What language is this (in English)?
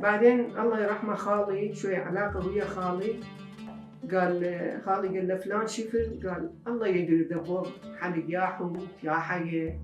Mesopotamian Arabic